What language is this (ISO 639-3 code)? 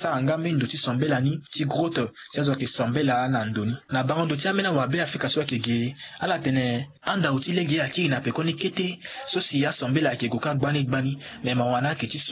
sag